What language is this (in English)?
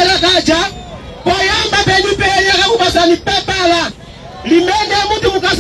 Nyanja